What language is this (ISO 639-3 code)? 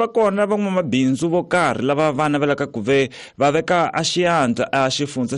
tso